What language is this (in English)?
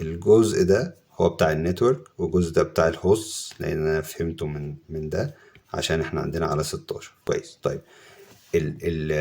Egyptian Arabic